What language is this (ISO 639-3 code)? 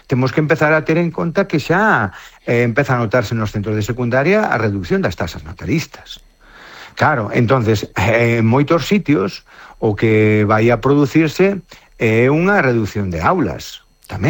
glg